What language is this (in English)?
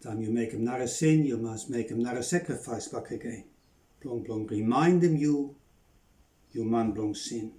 Bislama